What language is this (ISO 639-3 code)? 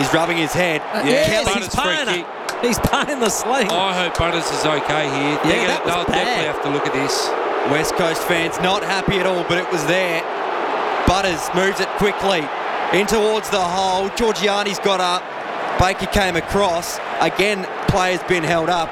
eng